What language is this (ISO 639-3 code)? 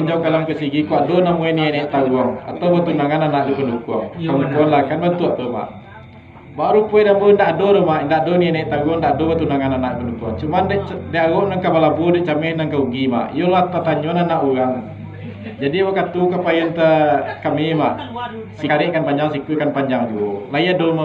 min